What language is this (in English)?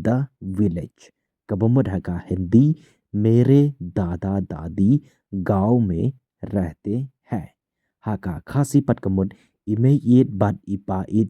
Khasi